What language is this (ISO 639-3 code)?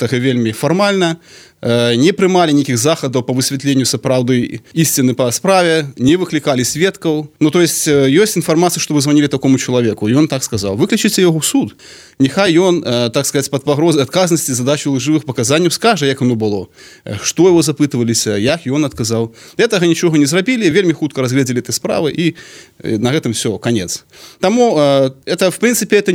bel